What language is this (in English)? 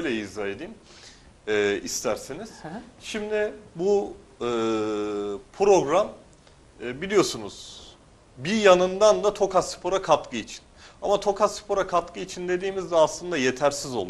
Turkish